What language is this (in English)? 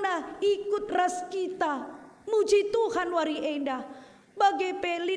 Batak Karo